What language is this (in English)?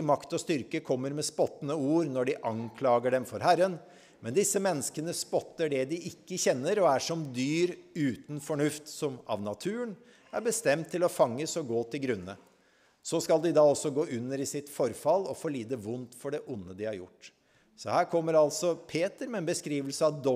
Norwegian